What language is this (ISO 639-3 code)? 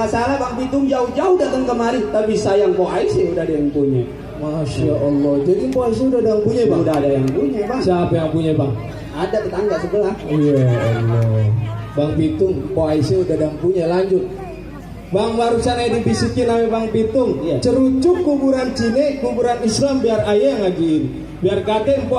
bew